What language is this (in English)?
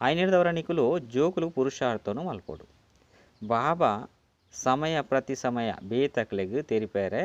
Tulu